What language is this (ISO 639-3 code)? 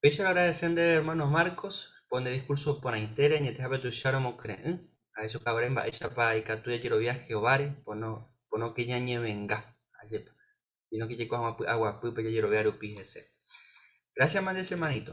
grn